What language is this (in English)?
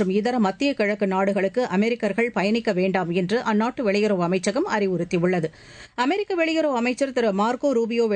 Tamil